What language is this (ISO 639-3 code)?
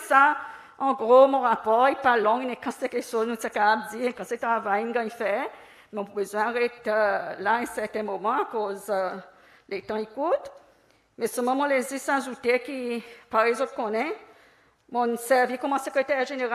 crs